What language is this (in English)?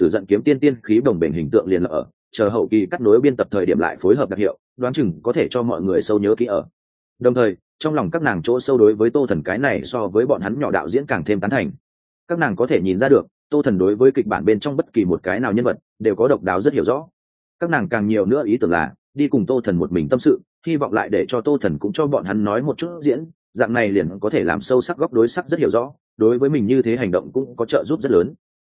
Vietnamese